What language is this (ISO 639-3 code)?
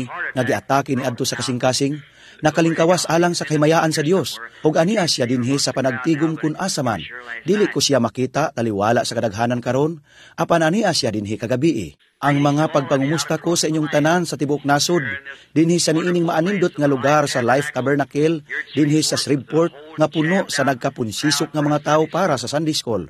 ceb